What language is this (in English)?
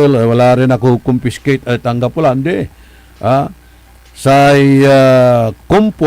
Pangasinan